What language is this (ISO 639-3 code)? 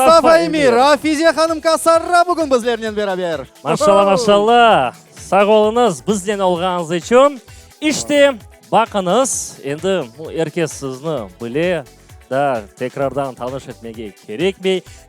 crh